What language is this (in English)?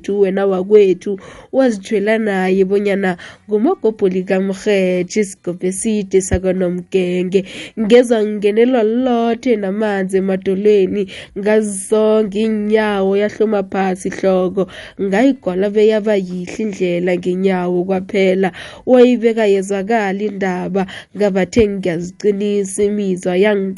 South Ndebele